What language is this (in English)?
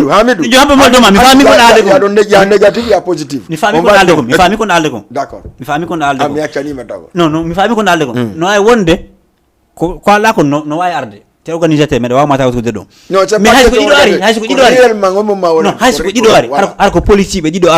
Fula